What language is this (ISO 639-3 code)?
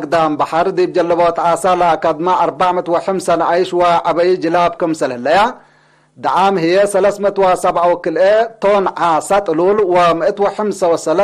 tig